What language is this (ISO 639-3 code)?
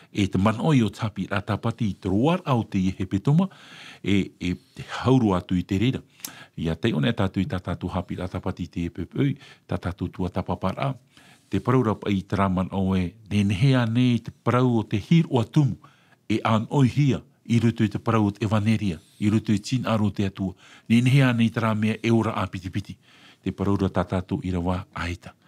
tah